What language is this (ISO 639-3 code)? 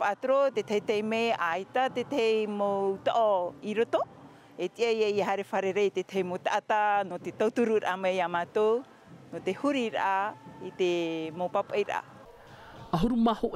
tah